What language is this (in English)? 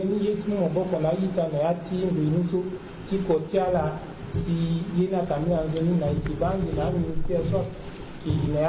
Sango